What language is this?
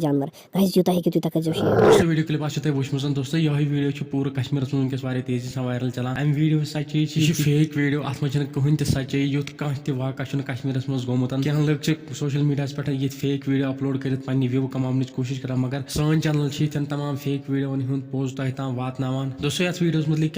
Kashmiri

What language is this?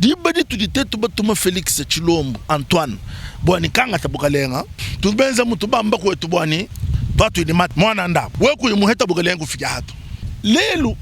Luba-Lulua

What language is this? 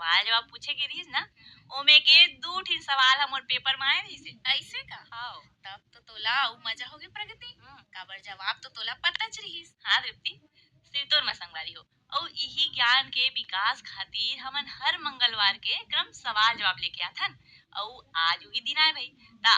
Chhattisgarhi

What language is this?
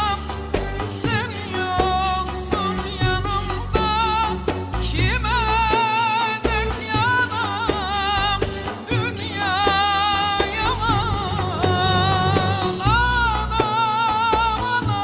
Turkish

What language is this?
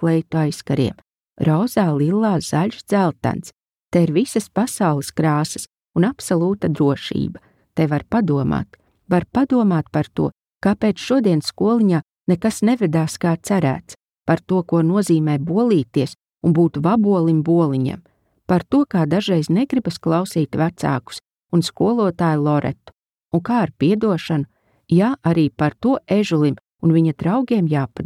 Latvian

